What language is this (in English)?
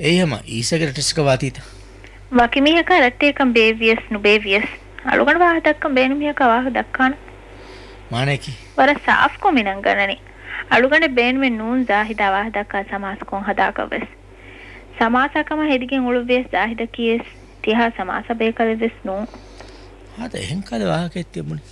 Divehi